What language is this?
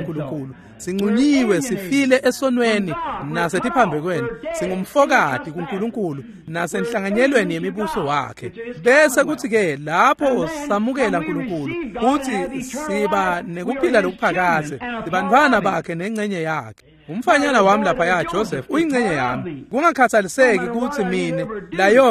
Swati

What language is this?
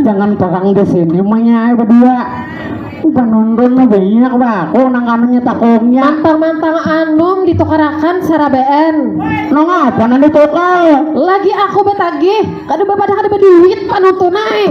Banjar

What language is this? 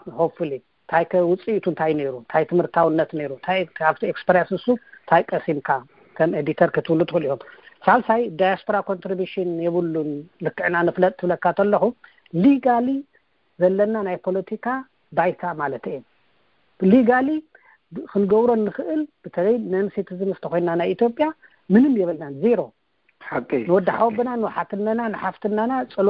Tigrinya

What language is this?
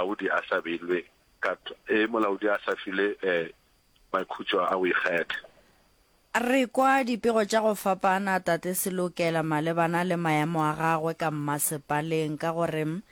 Northern Sotho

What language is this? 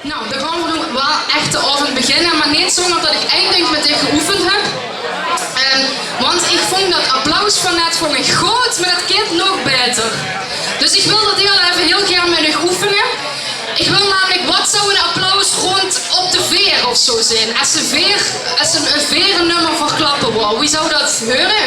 Limburgish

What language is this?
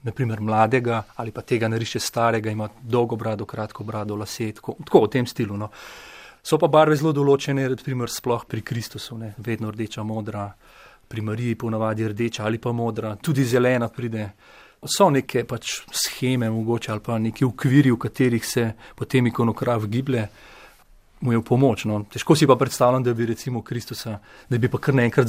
Slovenian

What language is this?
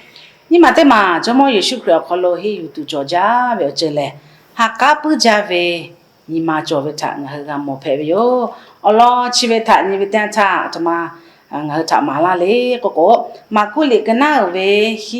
Lahu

